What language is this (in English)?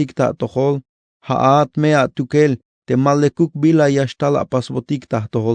Tzeltal